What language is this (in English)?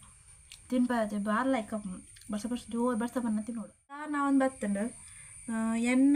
Tulu